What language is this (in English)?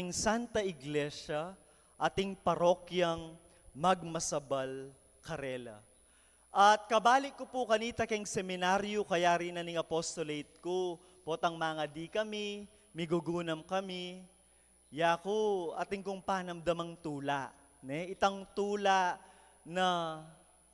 Pampanga